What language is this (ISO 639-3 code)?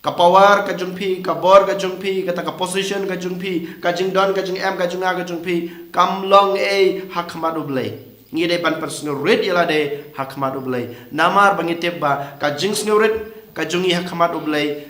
kha